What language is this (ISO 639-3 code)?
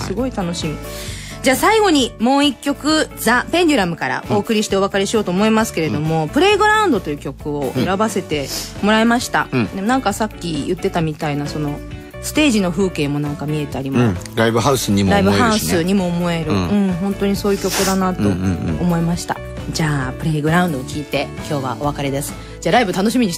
jpn